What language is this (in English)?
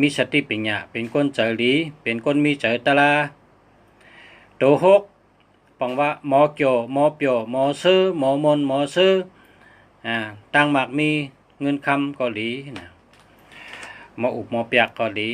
Shan